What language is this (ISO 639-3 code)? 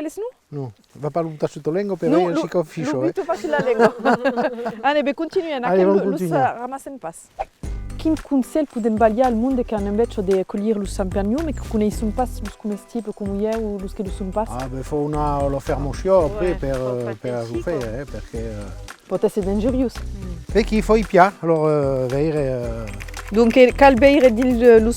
oci